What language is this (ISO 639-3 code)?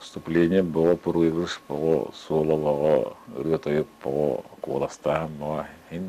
sah